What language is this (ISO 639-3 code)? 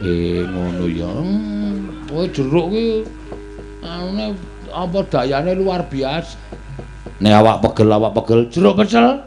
jav